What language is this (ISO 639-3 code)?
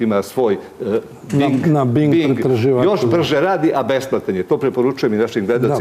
srp